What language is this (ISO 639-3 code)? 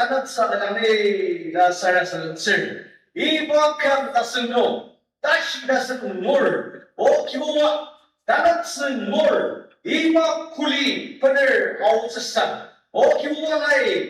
njo